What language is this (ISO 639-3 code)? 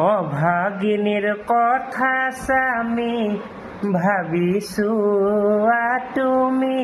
asm